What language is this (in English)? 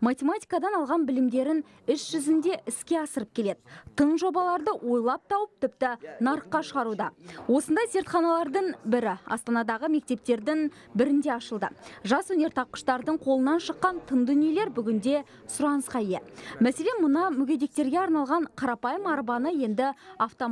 Kazakh